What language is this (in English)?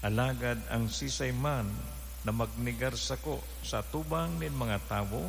Bikol